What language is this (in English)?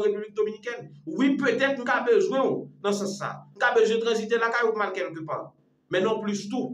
Haitian Creole